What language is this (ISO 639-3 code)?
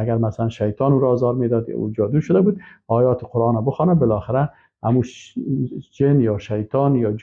fas